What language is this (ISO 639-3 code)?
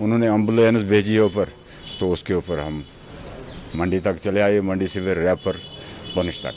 doi